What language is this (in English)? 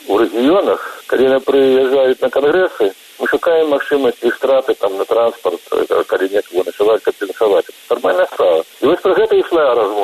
Belarusian